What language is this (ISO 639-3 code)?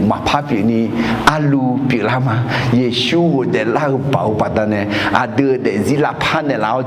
ahk